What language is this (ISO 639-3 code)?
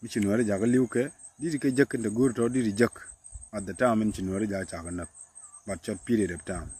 nus